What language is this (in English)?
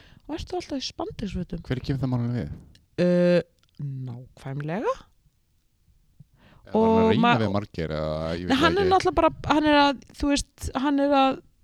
Icelandic